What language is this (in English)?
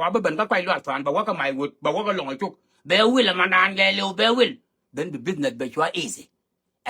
Nuer